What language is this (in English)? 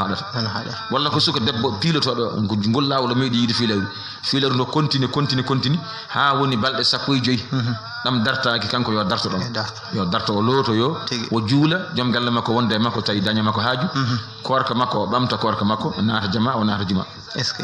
Fula